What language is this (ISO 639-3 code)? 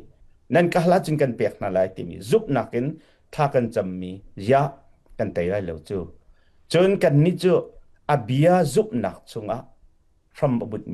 cnh